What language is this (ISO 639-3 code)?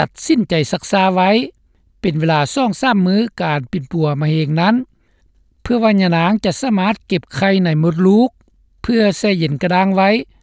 lao